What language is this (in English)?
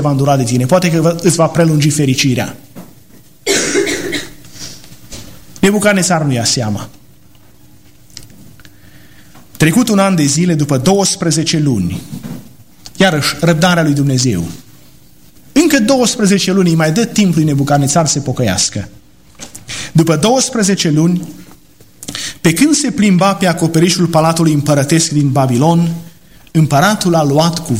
Romanian